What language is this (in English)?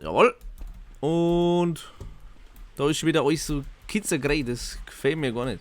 Bavarian